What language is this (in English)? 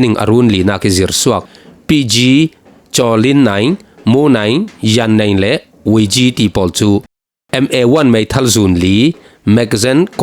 Falam Chin